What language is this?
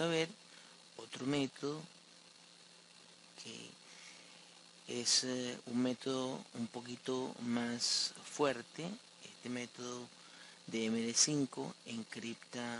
Spanish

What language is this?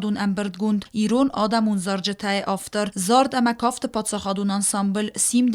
Ossetic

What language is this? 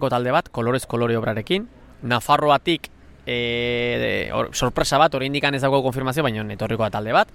Basque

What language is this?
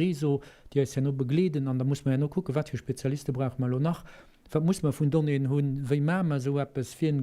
Luxembourgish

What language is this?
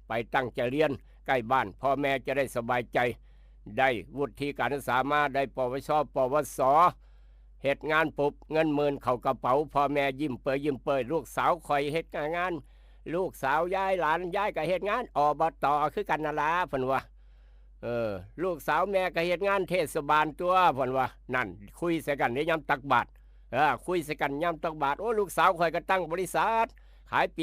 Northeastern Thai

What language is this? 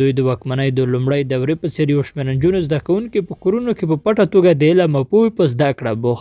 Pashto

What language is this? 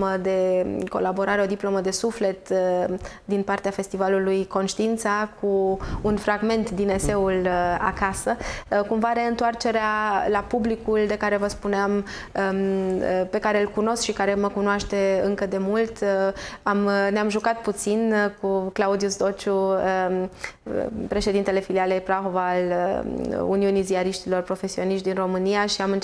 Romanian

